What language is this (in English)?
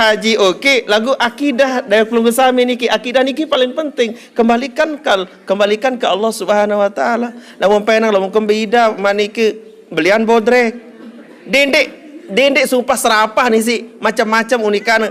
Sasak